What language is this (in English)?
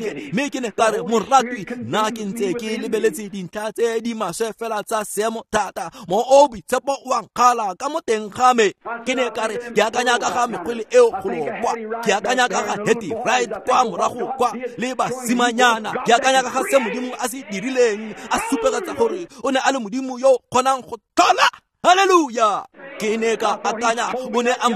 Tswana